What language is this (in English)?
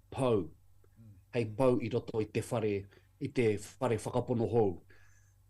Māori